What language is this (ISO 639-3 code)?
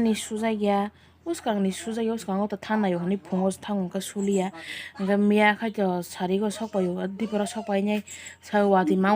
trp